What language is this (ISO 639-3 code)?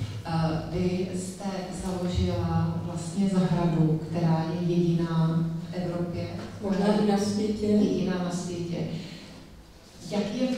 ces